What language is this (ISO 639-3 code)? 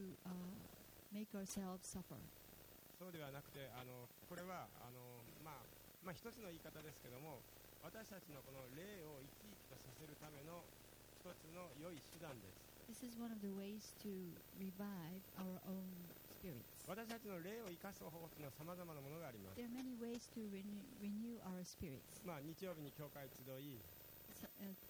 jpn